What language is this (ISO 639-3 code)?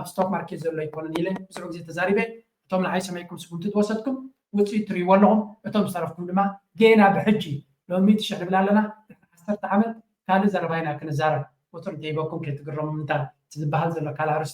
tir